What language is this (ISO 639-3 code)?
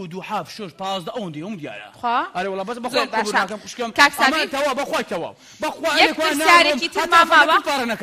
ckb